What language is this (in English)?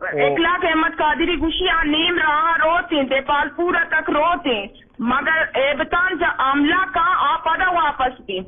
Eastern Balochi